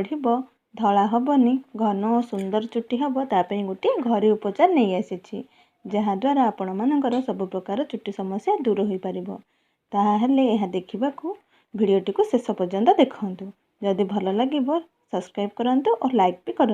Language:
Odia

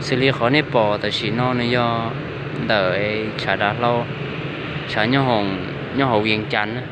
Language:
Hmong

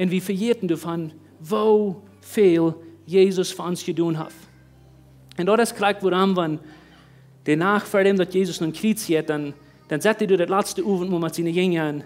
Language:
Plautdietsch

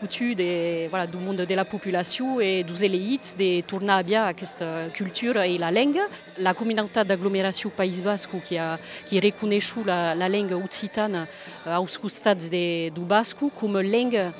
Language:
Occitan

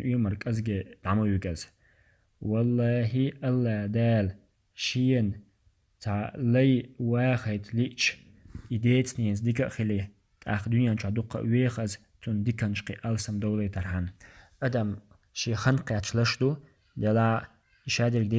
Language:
Chechen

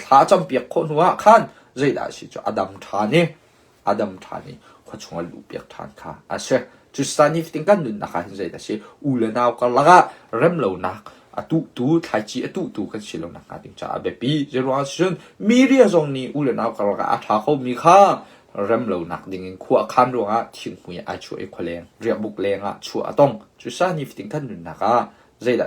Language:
Hakha Chin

